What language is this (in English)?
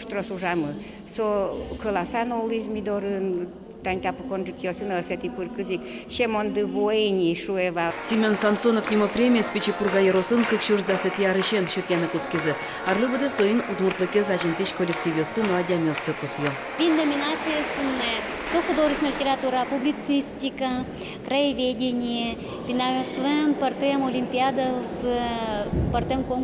Udmurt